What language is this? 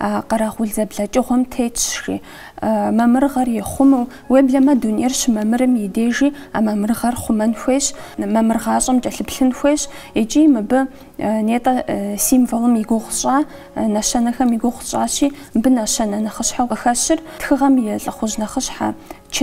Kabardian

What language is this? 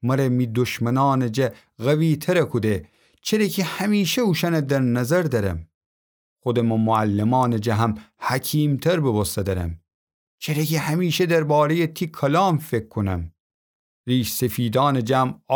Gilaki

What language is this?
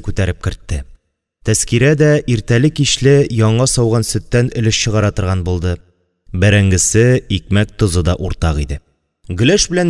Tatar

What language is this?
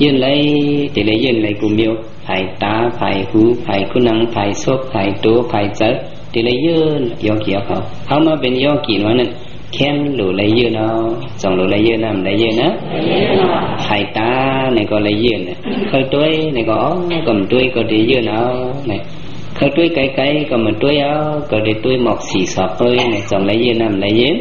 Shan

